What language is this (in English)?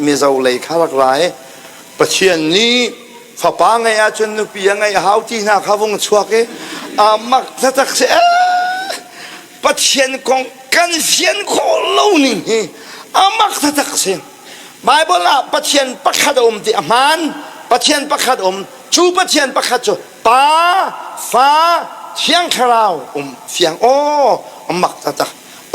Hakha Chin